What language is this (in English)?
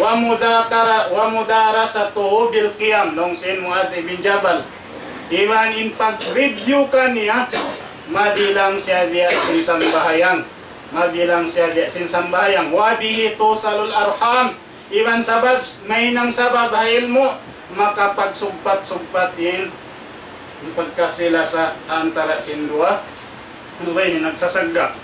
Tausug